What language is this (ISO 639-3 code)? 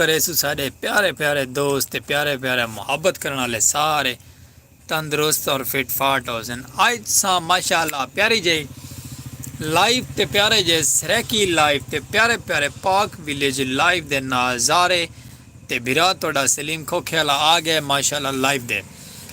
skr